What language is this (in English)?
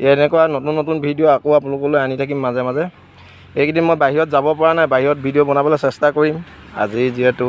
Assamese